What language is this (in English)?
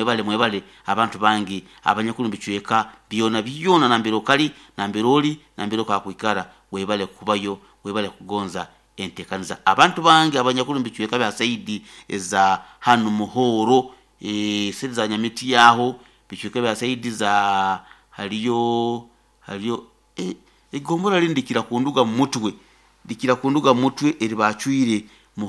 Nyoro